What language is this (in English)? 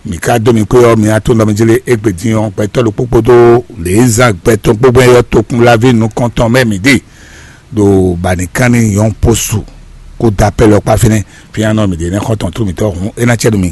Fon